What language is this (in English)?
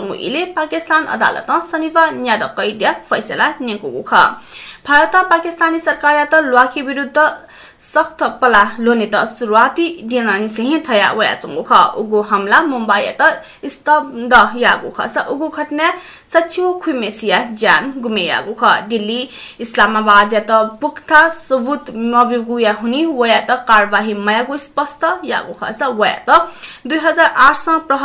Newari